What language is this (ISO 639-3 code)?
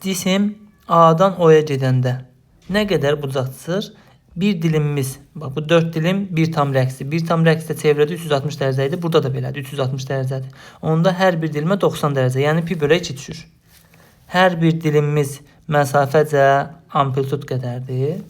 aze